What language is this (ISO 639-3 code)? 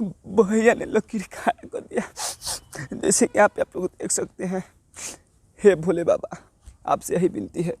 bho